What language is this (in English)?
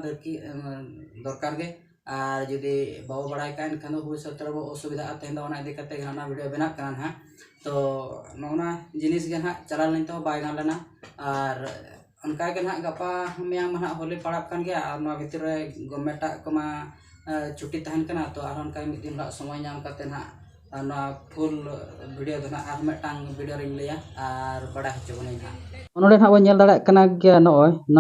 Santali